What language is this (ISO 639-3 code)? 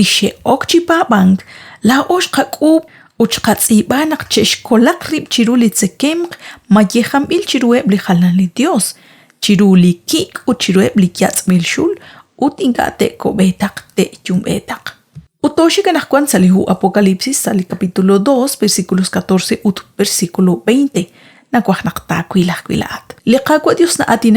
kek